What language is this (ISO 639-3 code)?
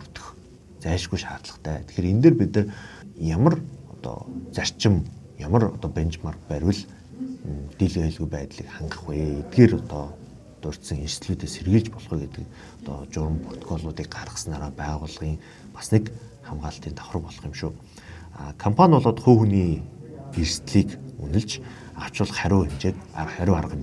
mon